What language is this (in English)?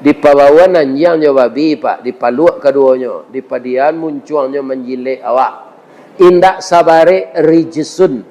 Minangkabau